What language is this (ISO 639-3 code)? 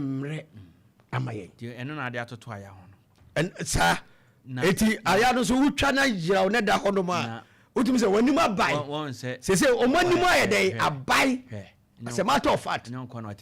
aka